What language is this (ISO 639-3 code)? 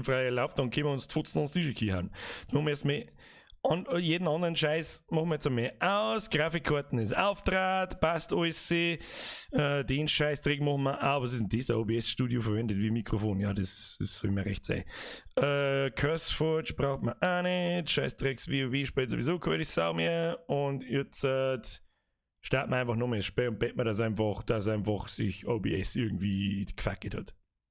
bar